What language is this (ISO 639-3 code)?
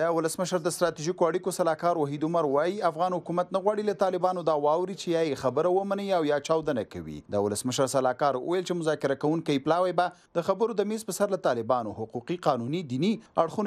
pus